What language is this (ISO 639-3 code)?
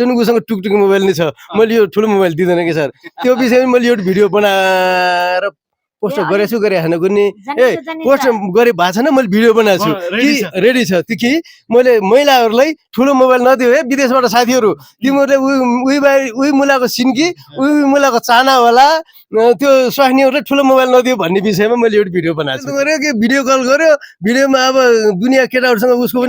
nep